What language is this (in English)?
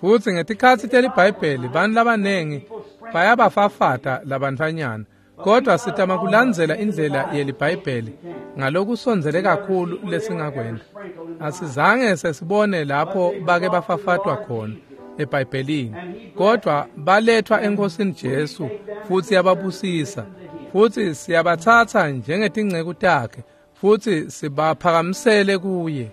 Swati